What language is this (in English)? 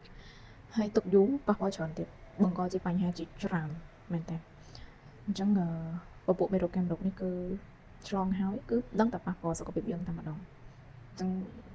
Khmer